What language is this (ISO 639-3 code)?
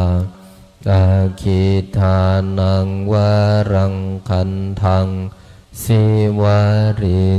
pli